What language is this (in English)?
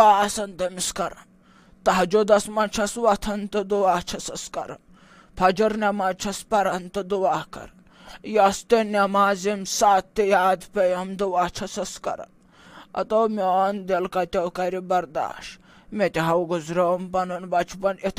Kashmiri